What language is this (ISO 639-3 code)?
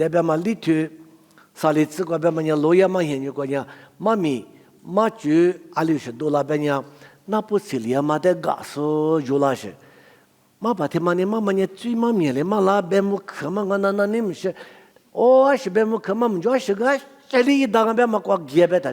lis